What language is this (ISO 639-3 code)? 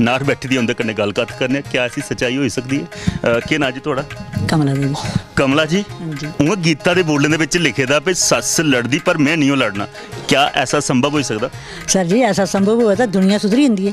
doi